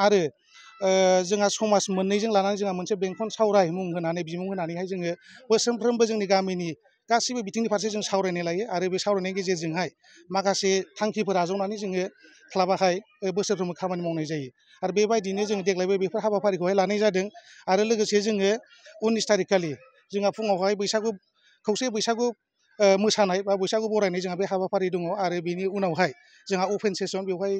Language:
Bodo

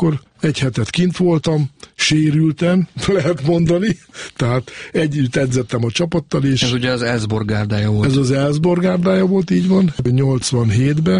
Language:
Hungarian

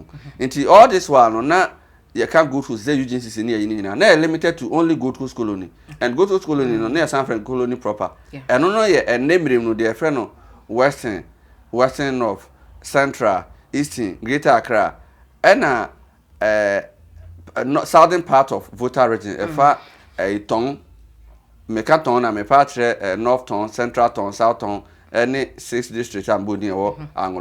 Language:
Akan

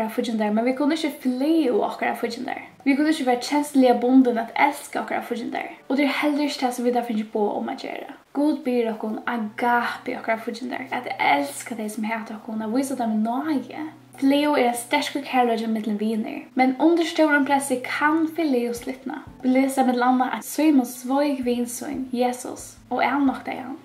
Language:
Faroese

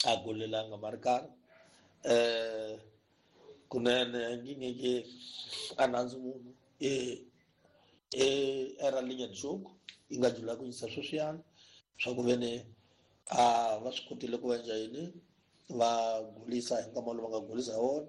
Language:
Tsonga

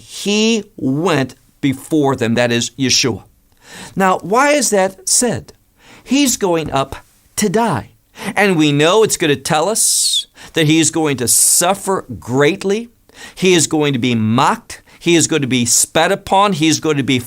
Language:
English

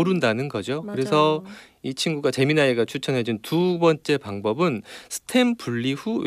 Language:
Korean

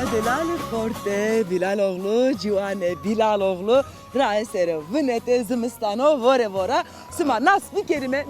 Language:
Zaza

